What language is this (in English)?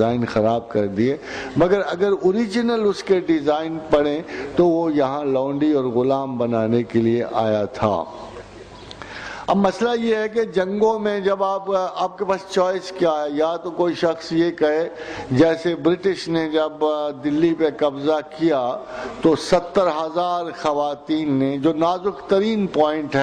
Urdu